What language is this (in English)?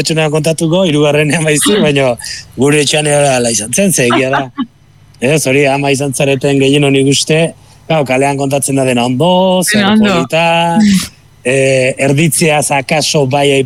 Basque